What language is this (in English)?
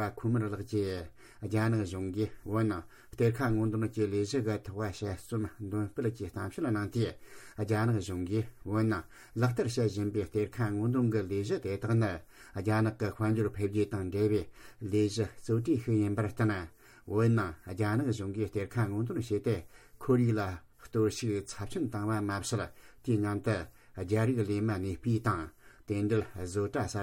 Tibetan